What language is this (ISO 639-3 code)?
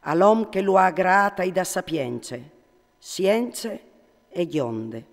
fur